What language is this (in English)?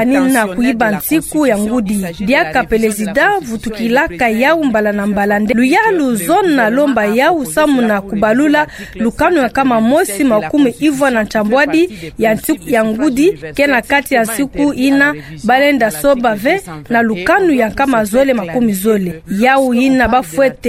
Kituba (Democratic Republic of Congo)